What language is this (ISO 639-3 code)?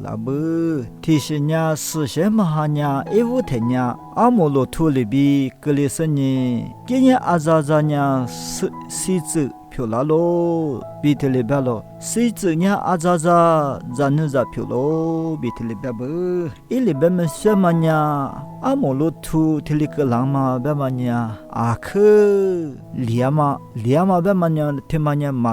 lis